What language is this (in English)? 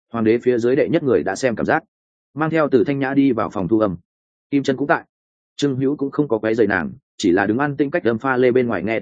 Vietnamese